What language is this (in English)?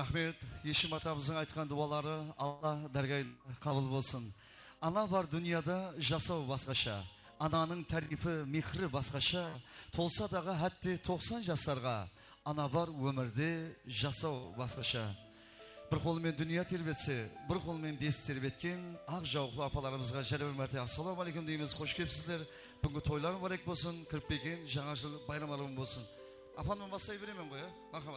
Kara-Kalpak